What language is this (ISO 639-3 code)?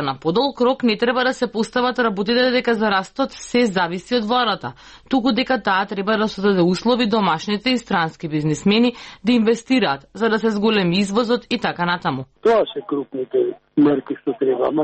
mkd